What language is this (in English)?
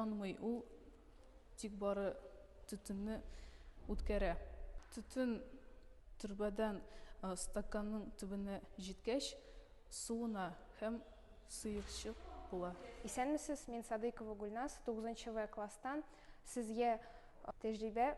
Tatar